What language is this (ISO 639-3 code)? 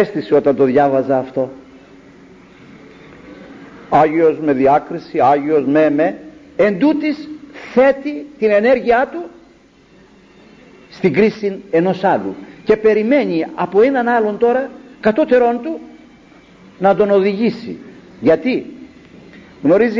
ell